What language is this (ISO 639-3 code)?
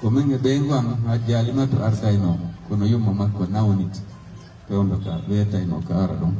ful